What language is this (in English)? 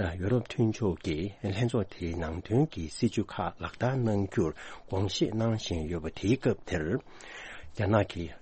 Tibetan